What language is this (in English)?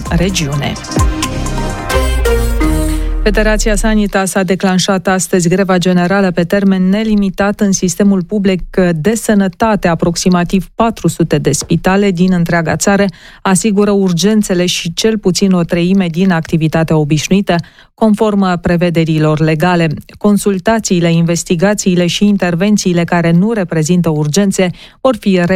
Romanian